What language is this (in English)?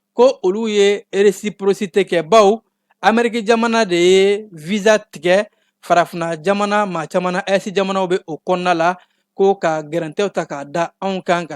Bambara